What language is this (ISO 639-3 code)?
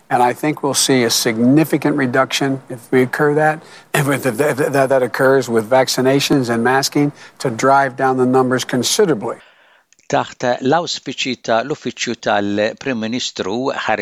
mlt